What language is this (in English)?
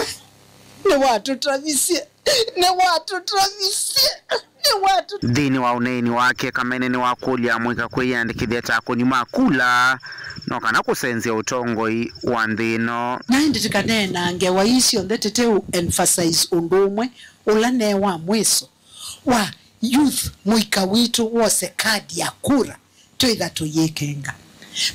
Kamba